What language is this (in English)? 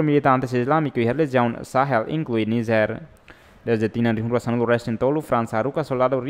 Tetum